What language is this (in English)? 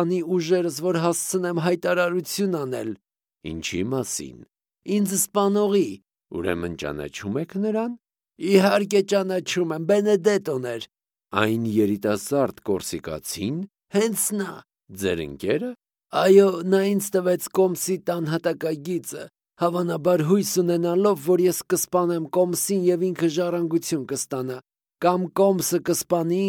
Armenian